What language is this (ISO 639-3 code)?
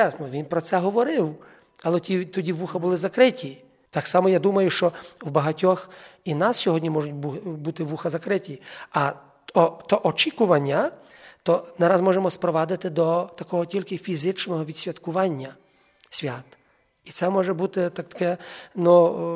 ukr